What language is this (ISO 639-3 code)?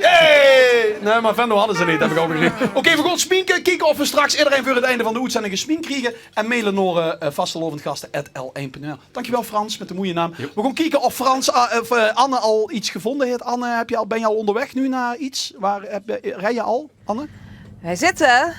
lim